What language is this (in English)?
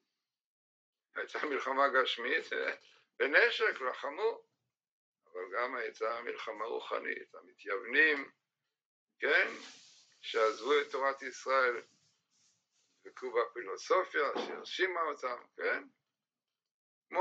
Hebrew